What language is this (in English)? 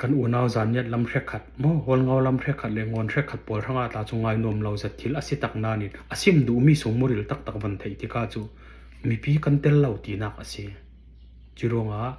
Falam Chin